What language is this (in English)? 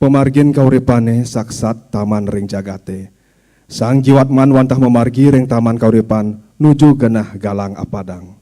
Balinese